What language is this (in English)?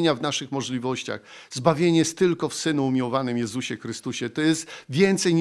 Polish